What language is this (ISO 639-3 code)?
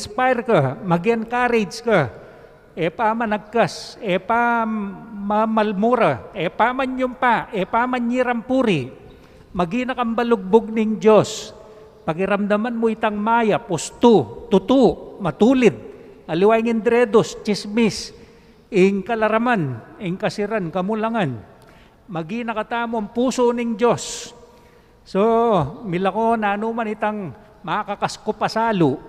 pam